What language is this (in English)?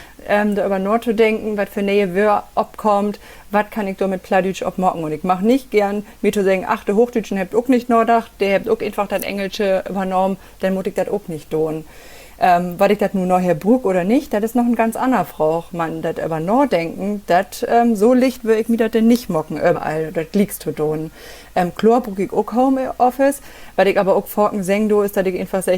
Low German